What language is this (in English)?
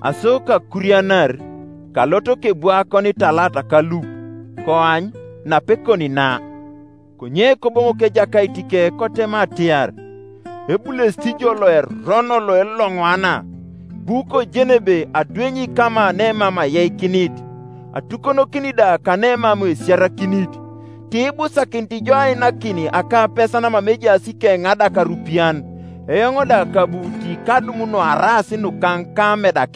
Teso